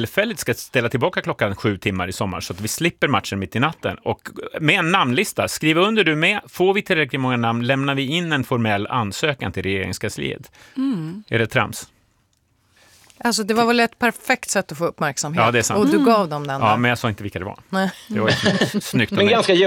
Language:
Swedish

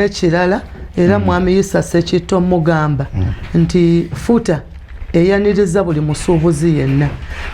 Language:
Ganda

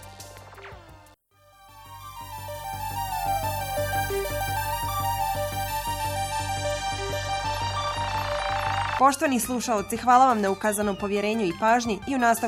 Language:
Bosnian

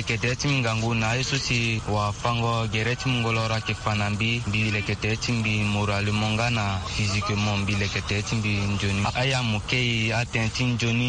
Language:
Sango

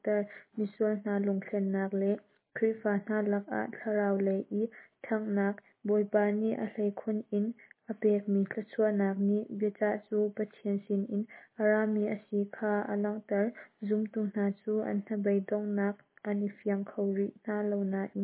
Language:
Hakha Chin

